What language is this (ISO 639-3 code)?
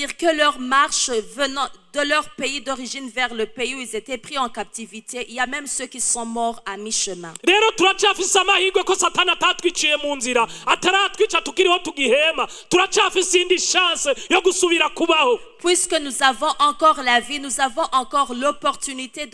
run